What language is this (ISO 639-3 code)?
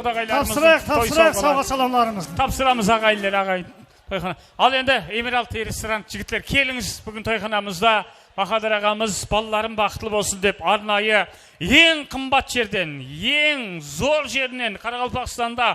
kaa